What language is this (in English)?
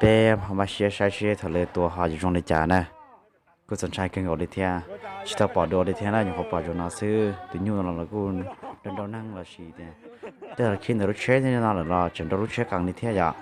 Hmong